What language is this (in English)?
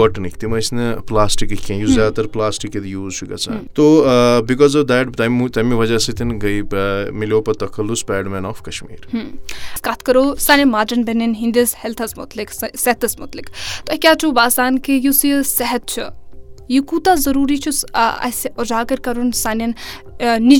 Kashmiri